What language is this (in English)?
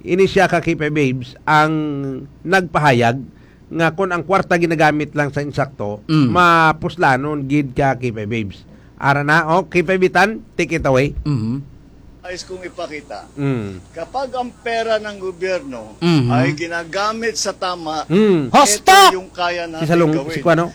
Hiligaynon